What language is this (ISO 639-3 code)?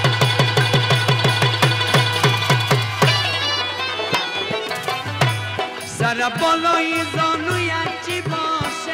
fas